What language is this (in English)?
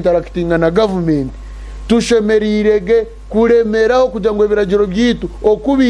Nyankole